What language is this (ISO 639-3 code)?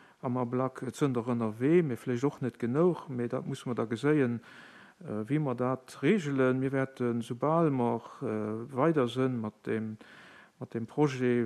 ltz